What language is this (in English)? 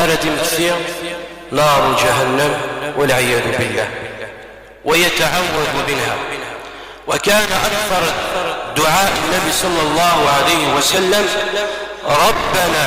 Kabyle